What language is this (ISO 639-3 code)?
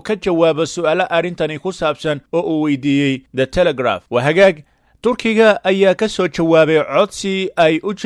som